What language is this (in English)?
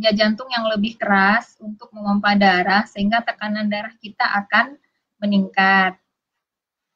Indonesian